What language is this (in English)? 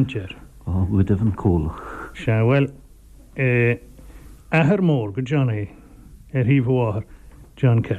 Irish